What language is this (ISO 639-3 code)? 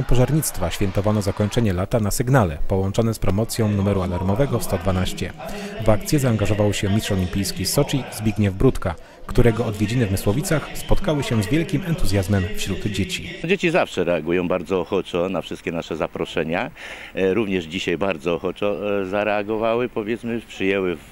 pol